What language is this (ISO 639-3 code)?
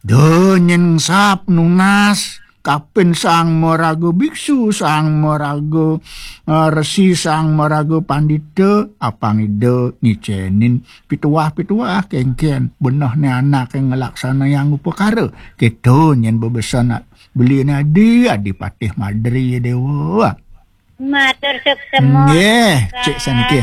ban